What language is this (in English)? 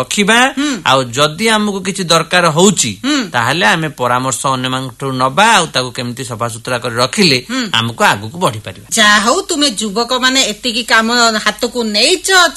Odia